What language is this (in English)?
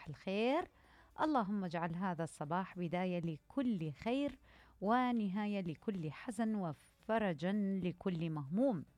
Mesopotamian Arabic